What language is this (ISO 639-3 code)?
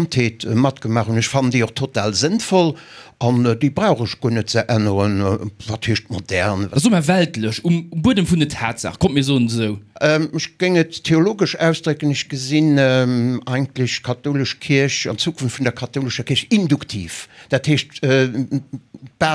ltz